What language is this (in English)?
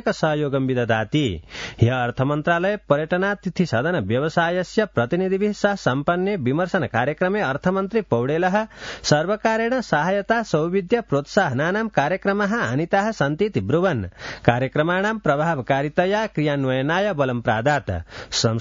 Sanskrit